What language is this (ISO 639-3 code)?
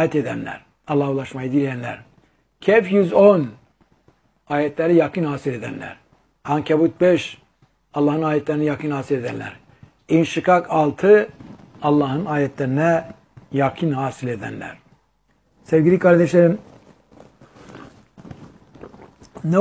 tur